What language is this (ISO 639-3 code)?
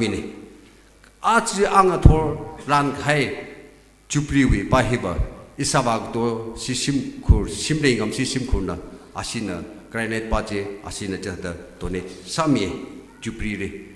nmf